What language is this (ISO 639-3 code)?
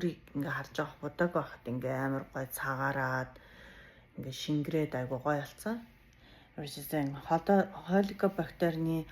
mon